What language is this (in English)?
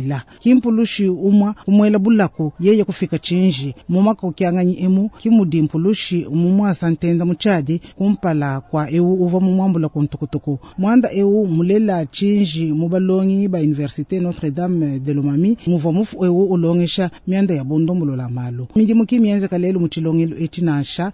Luba-Lulua